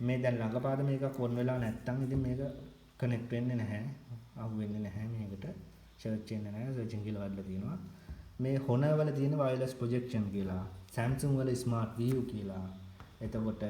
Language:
Sinhala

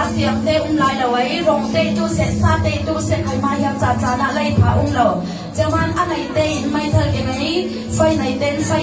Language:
Falam Chin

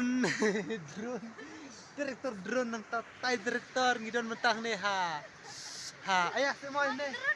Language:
Khasi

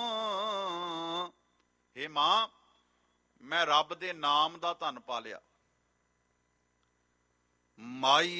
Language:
Punjabi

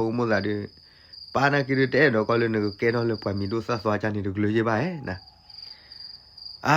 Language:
S'gaw Karen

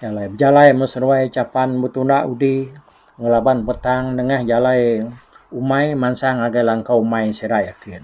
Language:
Iban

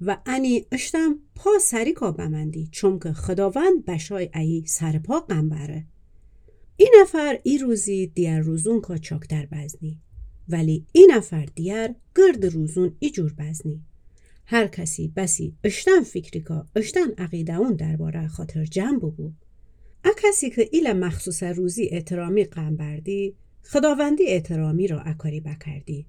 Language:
Gilaki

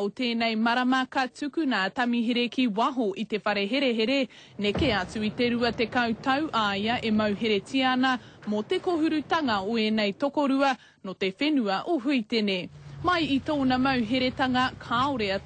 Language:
Māori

